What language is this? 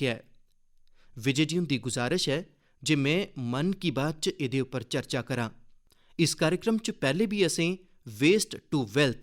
Dogri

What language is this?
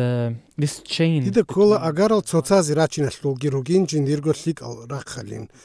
Avaric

